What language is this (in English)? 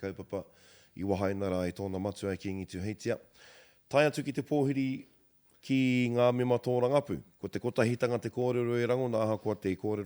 Māori